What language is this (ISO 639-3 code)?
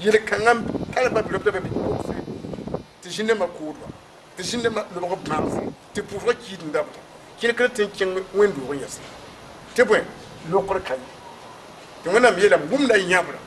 mos